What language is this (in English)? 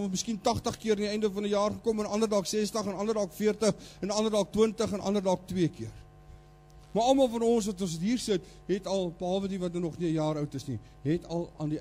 Afrikaans